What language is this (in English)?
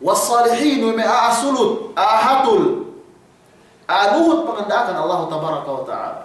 Yakan